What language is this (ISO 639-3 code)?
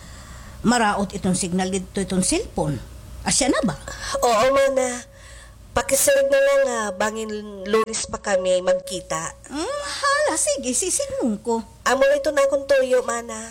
war